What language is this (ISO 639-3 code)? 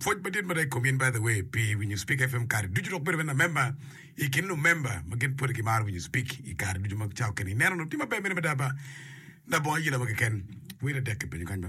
ach